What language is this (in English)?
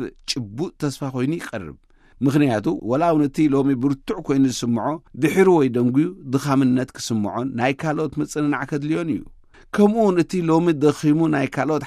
Tigrinya